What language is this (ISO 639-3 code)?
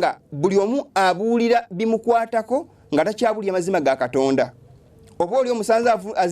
lug